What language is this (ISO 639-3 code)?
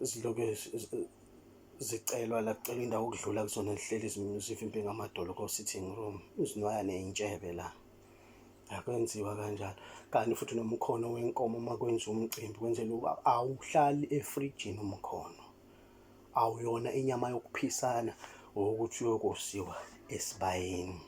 zul